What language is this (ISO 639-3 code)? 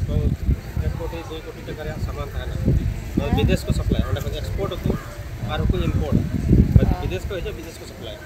sat